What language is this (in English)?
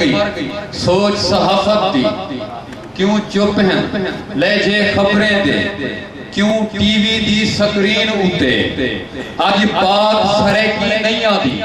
Saraiki